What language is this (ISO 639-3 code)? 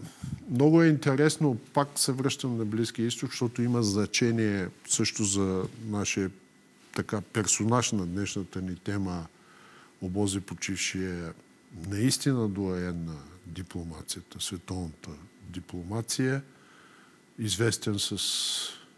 bul